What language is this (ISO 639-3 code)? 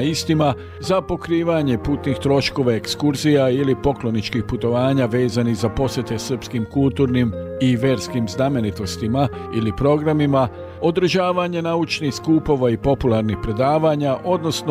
srp